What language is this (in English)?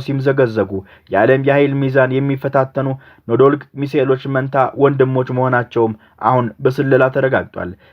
Amharic